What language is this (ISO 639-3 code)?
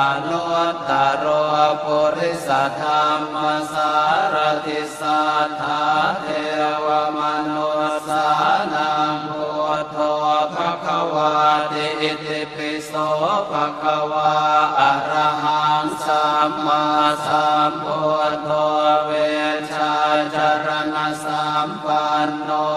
pli